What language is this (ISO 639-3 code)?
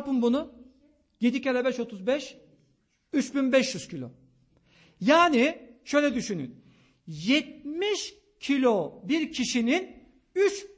tur